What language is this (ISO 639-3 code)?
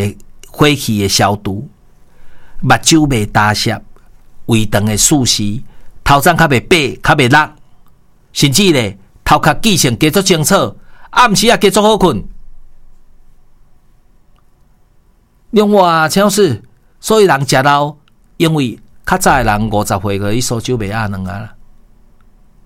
nan